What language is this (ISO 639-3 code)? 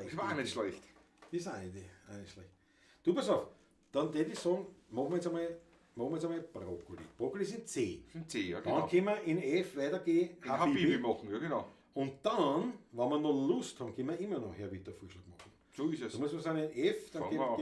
bar